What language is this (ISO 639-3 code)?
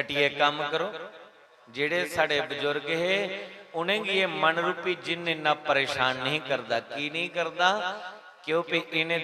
doi